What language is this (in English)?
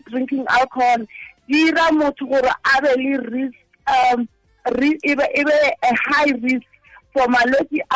Tswana